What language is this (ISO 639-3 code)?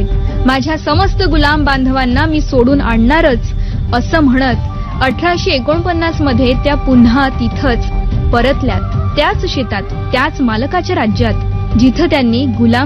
mar